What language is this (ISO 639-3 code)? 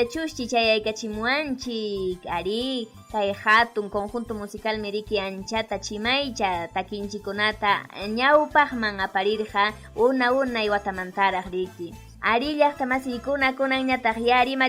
quy